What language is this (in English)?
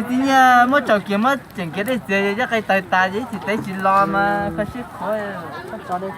Hmong